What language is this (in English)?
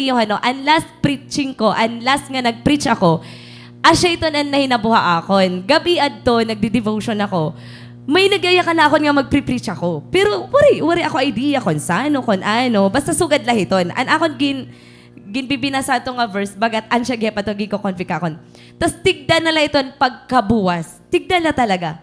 Waray